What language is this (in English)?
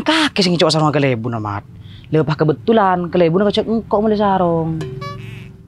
Madurese